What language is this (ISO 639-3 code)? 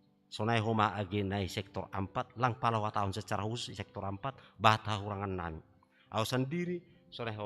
bts